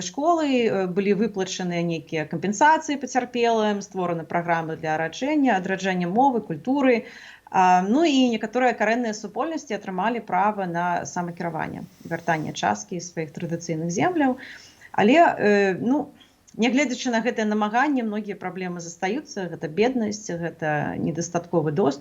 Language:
Belarusian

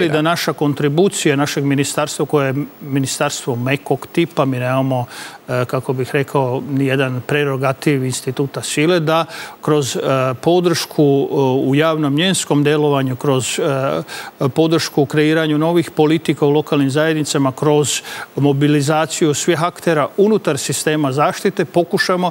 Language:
Serbian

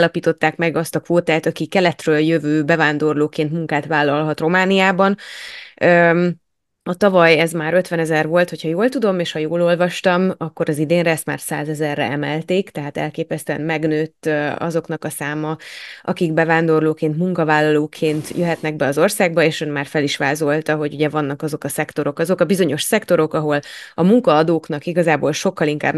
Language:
Hungarian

